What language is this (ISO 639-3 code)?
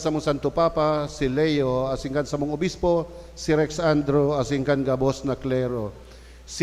bik